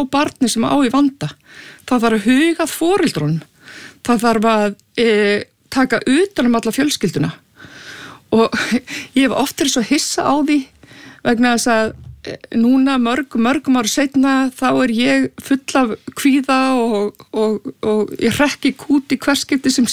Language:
Icelandic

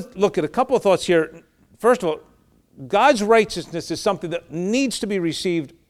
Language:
English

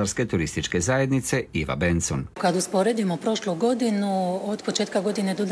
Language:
Croatian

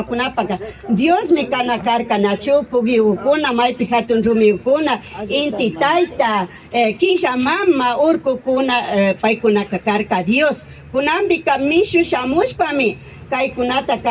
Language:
Imbabura Highland Quichua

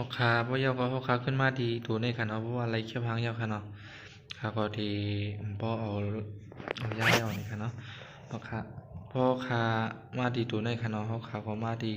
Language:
Shan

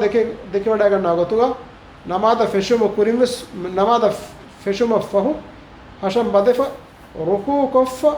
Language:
Divehi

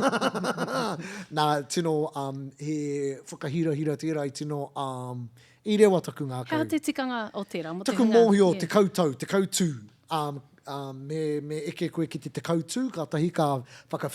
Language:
Māori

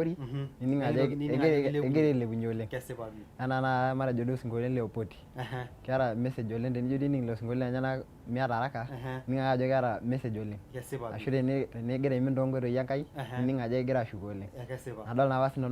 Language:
Masai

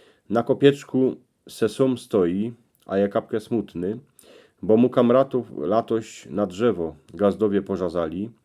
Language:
Silesian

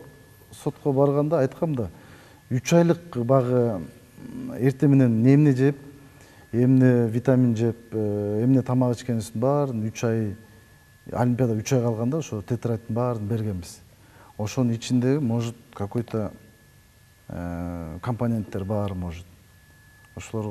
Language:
Kyrgyz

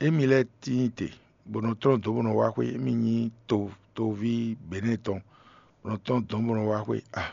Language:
Fon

